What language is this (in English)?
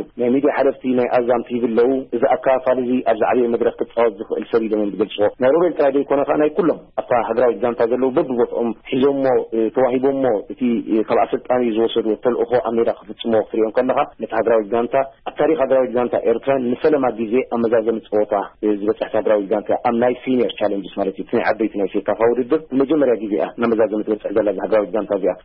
Tigrinya